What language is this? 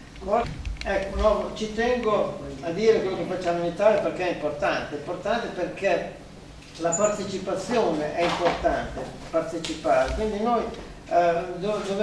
Italian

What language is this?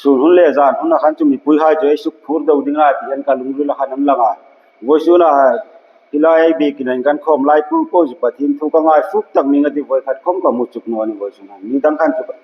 Hmar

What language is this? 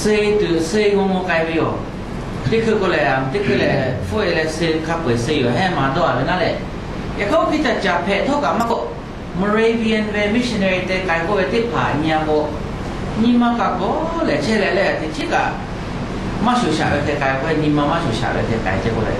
Lahu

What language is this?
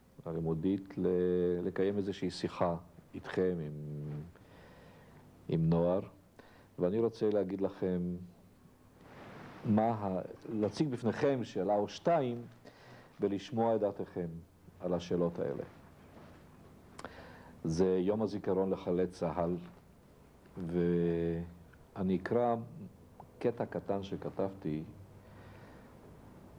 Hebrew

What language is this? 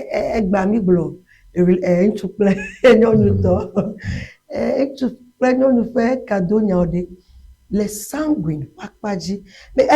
Ewe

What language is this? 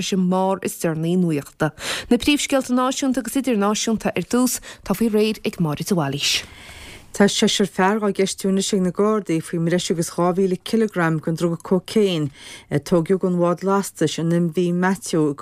Irish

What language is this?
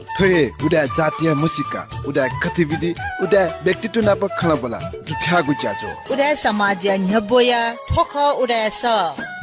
Newari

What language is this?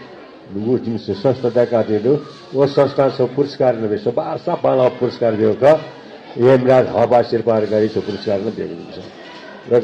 Newari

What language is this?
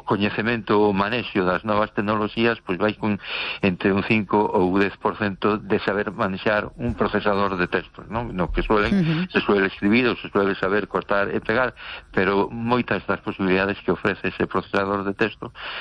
Galician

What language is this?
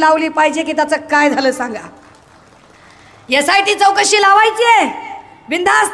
Marathi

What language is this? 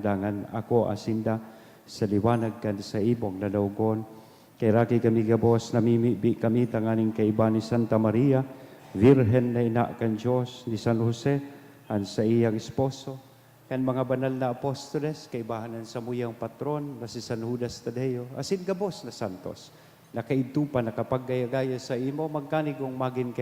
Bikol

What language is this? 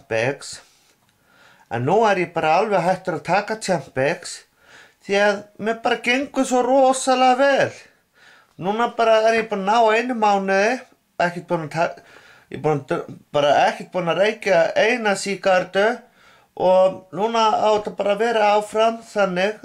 Icelandic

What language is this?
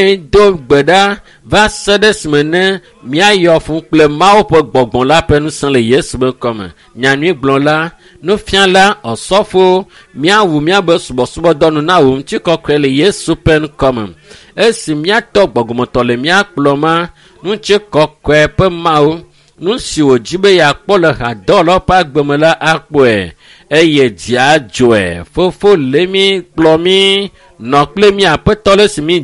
Ewe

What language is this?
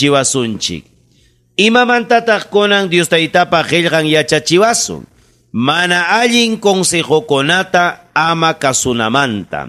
Ayacucho Quechua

